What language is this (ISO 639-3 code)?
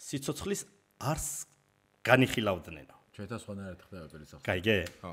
kat